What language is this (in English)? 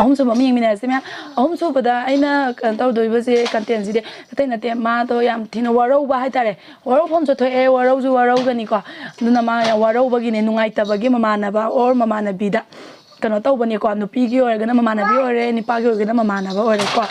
Manipuri